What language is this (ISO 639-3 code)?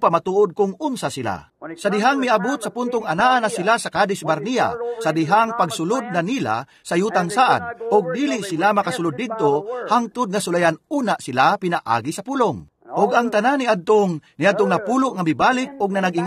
ceb